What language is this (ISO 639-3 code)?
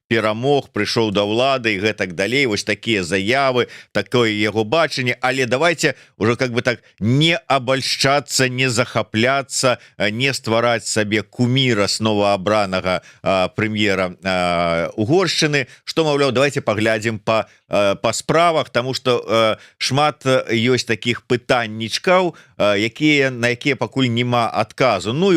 bel